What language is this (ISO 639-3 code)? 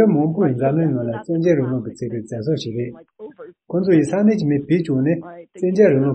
bod